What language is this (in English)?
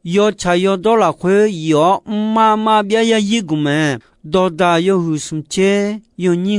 Akha